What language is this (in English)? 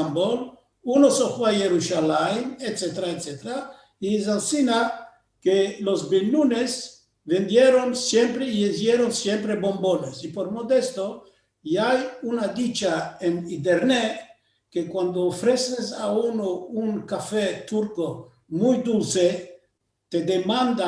Ladino